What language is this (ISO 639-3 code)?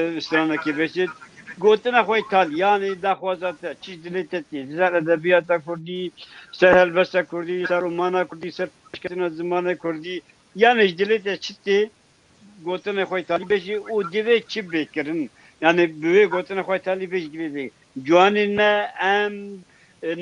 kur